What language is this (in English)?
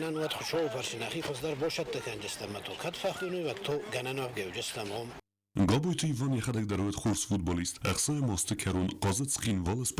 Ossetic